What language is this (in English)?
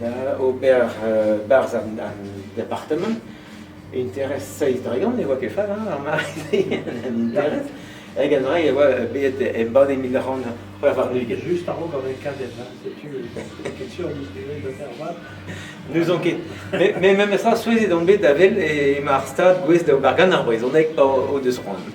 Breton